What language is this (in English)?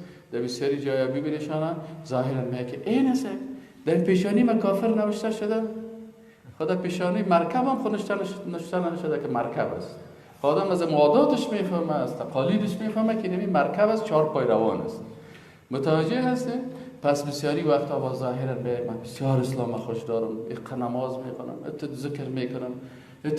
Persian